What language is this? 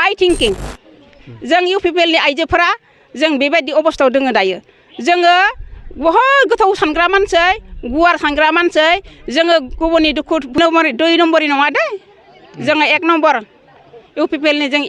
Bodo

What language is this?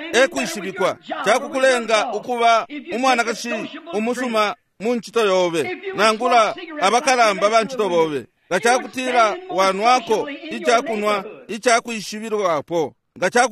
Bemba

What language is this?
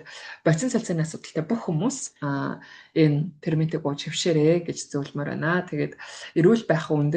Mongolian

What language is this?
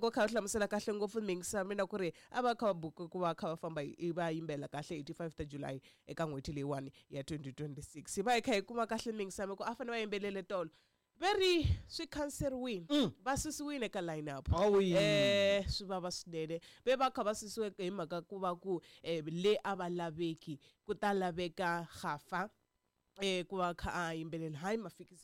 Tsonga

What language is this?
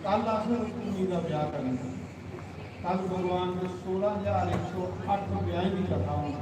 Dogri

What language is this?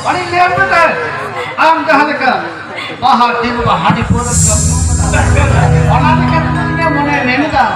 Santali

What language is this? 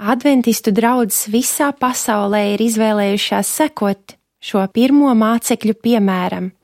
Latvian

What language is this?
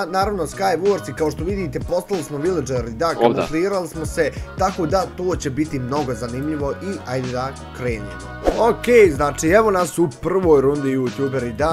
Bosnian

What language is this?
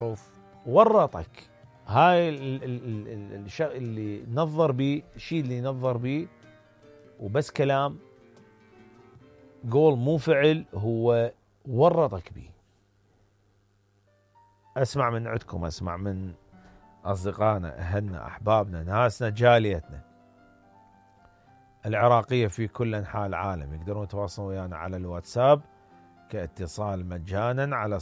Mesopotamian Arabic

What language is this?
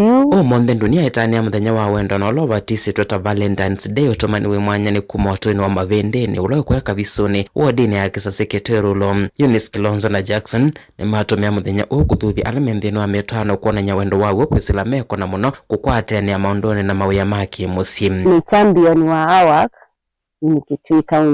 Kamba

